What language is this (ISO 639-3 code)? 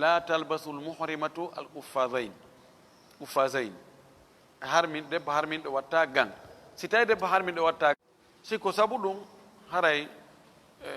ful